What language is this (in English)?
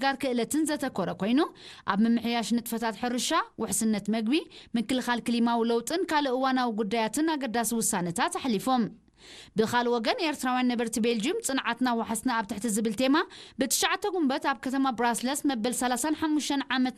Tigrinya